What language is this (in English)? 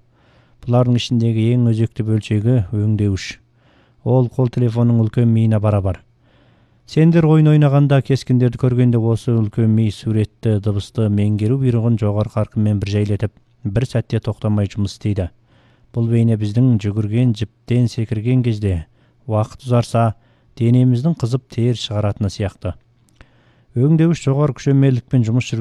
Kazakh